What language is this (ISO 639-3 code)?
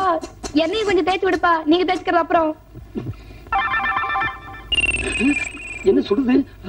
tam